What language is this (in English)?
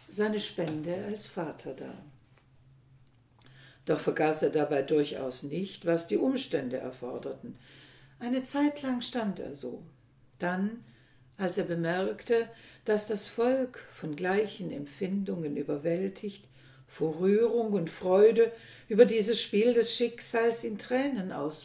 German